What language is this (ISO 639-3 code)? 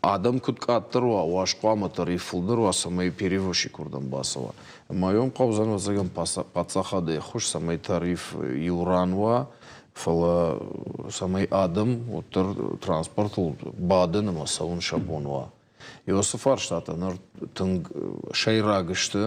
oss